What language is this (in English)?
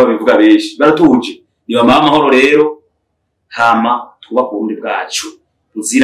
Rundi